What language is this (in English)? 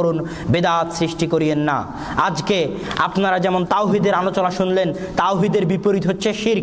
Bangla